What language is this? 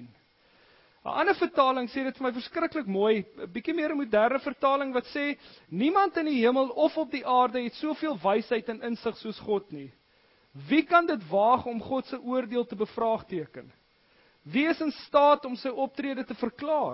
Afrikaans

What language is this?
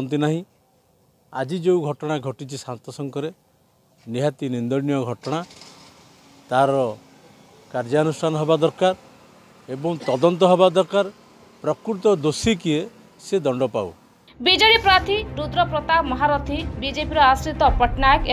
Odia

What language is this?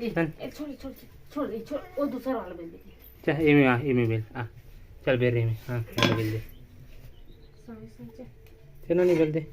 Chhattisgarhi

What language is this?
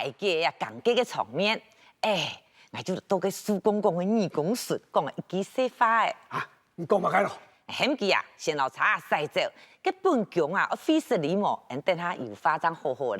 Hakka Chinese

